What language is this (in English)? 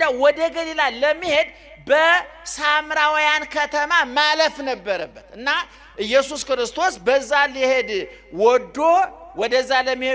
Amharic